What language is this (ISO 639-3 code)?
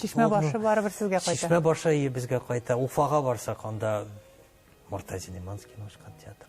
tat